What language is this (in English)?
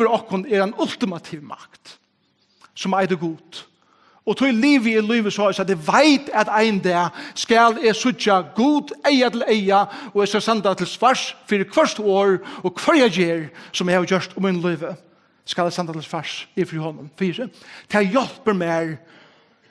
Faroese